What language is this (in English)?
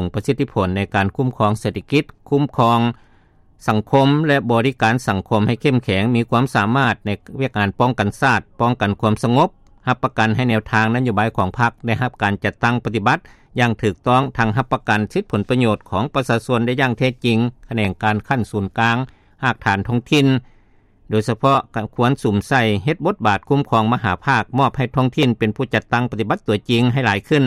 Lao